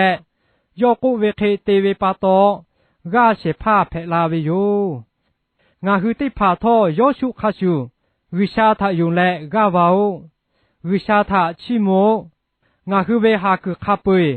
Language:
Lahu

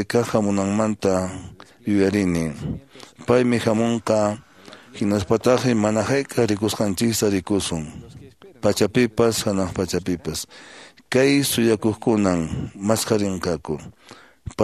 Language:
Quechua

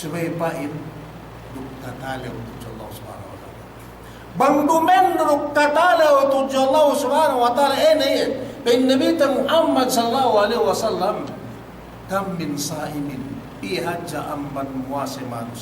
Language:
Yakan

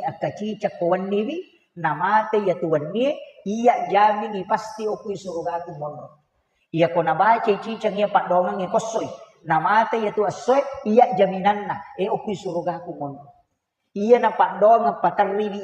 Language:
Buginese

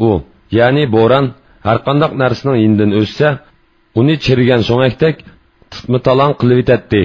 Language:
Uyghur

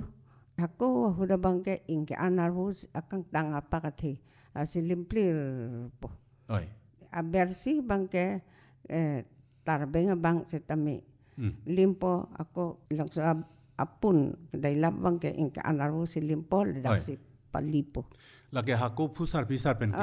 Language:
Karbi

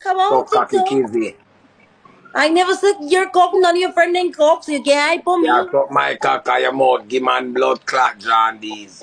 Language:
Jamaican Creole English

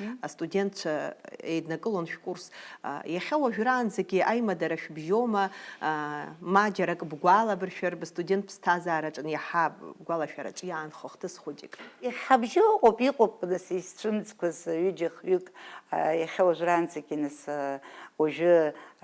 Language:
Abkhazian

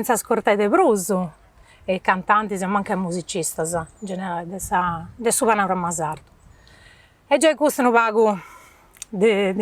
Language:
Sardinian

